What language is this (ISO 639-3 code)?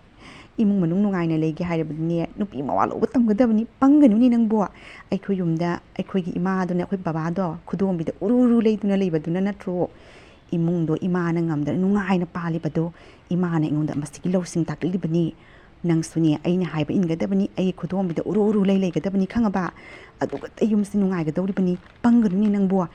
mni